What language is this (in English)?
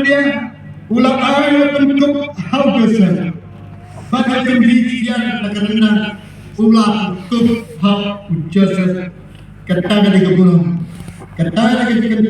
Khasi